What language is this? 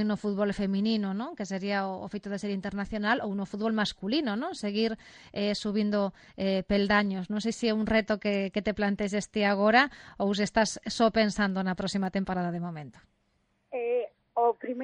Galician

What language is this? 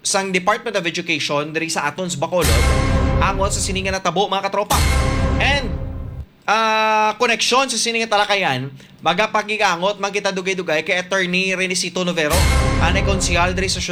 Hiligaynon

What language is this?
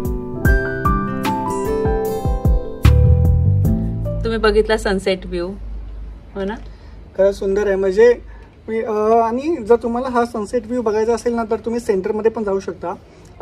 Marathi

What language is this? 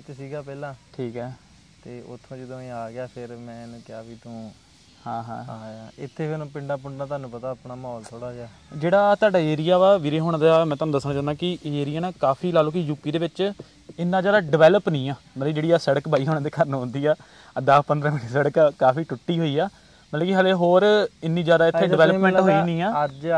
Punjabi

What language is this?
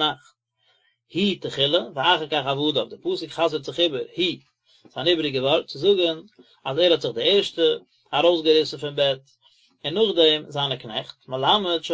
Yiddish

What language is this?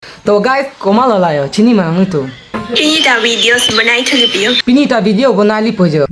Karbi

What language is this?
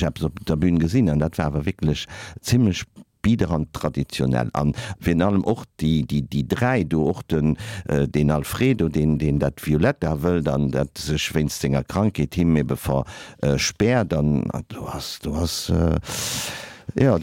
Luxembourgish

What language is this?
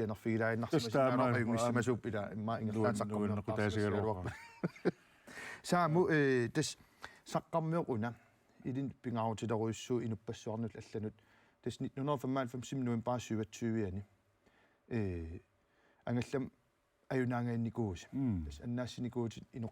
Kalaallisut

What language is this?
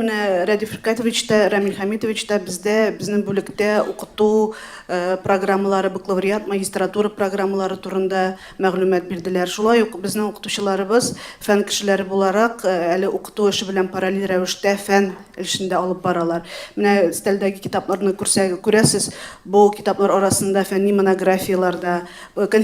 Tatar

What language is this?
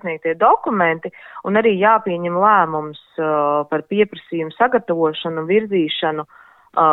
Latvian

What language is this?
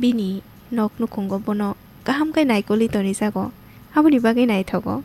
Kok Borok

